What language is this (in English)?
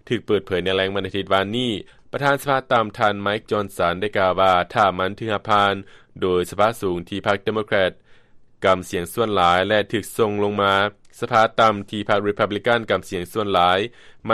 Lao